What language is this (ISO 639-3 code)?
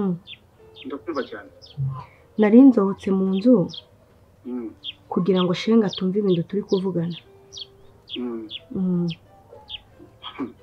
kin